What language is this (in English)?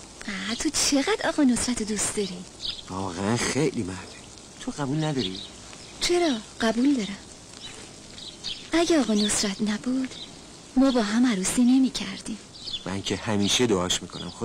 Persian